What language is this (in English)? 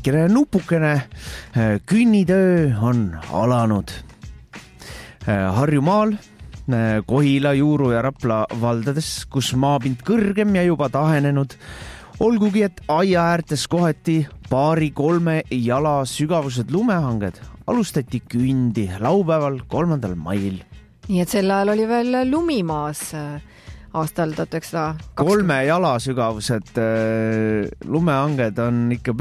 Estonian